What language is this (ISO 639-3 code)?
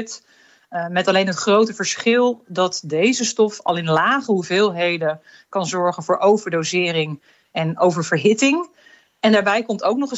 nld